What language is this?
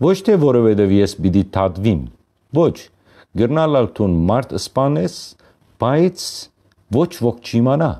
Western Armenian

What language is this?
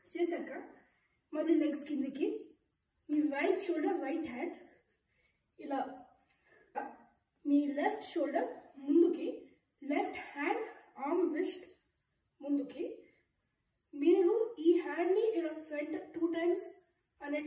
Telugu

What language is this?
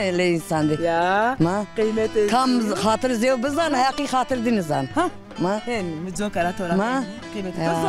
Zaza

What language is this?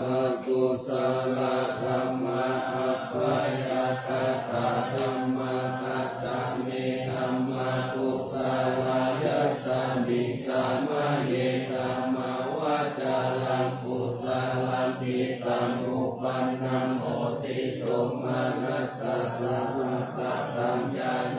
Pali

